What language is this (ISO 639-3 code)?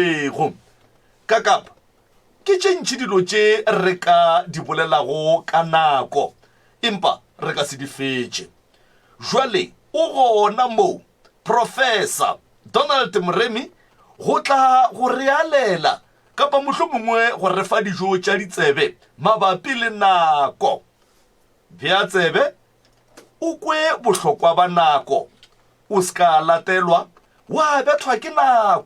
nso